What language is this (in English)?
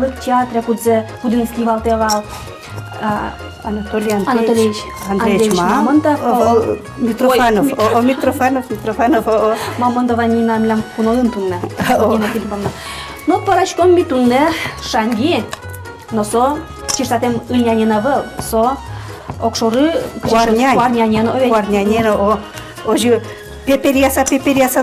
Udmurt